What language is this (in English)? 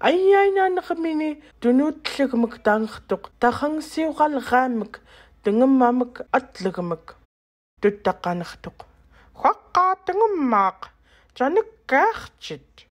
Central Yupik